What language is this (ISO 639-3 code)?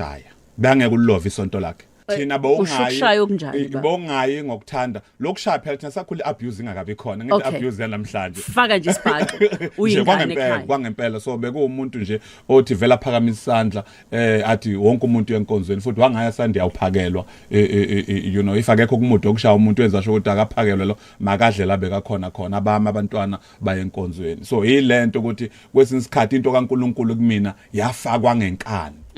zul